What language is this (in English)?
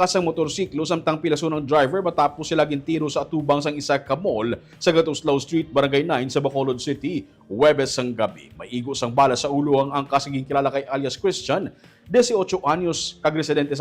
Hiligaynon